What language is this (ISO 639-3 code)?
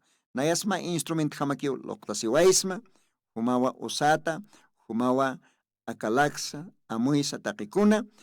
aym